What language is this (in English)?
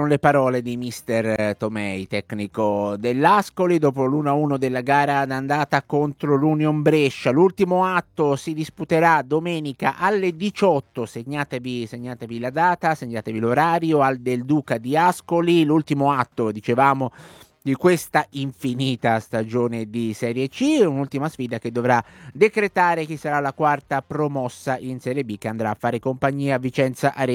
Italian